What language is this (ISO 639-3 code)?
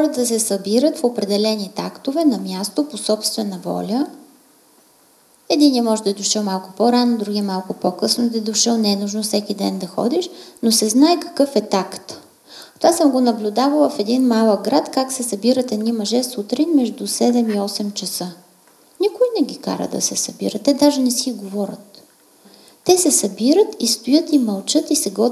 bul